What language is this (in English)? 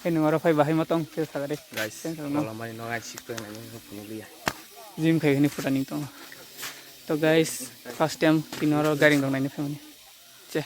Kok Borok